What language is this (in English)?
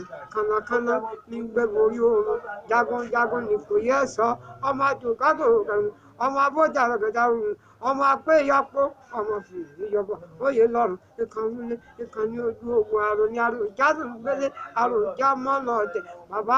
Yoruba